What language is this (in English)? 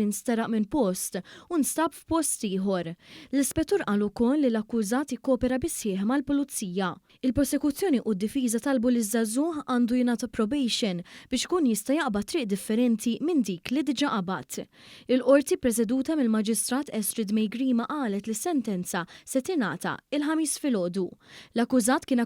Maltese